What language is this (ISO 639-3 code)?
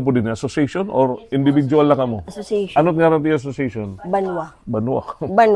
war